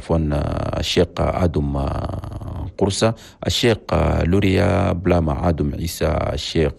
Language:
Chadian Arabic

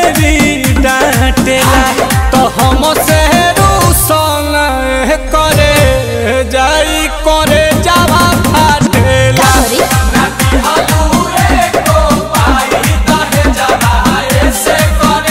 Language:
Bhojpuri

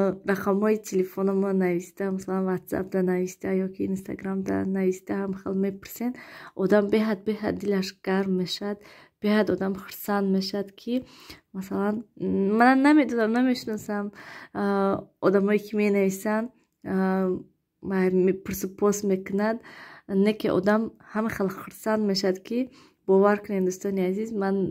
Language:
Tajik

